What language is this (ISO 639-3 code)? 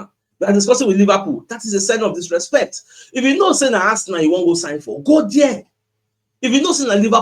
pcm